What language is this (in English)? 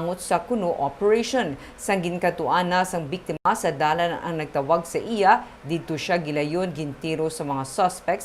Hiligaynon